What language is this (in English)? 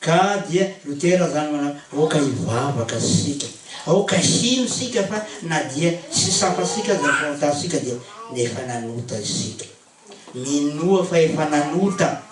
Malagasy